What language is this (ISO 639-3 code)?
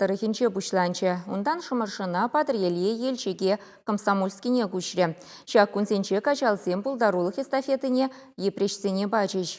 chv